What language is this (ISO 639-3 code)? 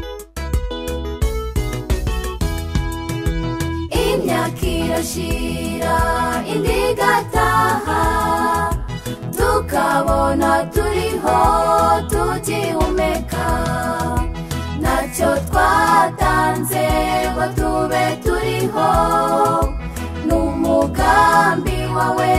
kin